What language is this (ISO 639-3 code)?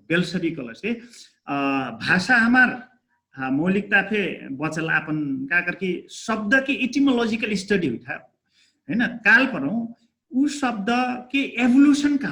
thl